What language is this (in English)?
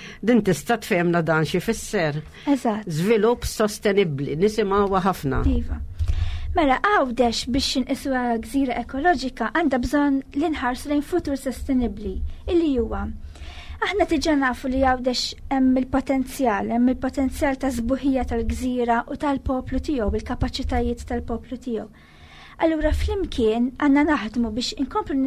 Maltese